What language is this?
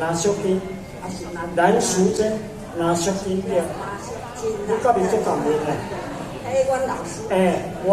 Min Nan Chinese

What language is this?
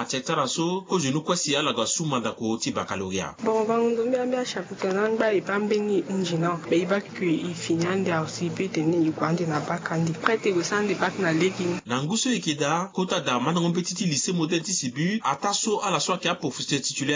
Sango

